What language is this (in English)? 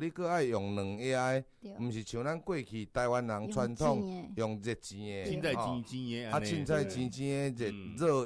Min Nan Chinese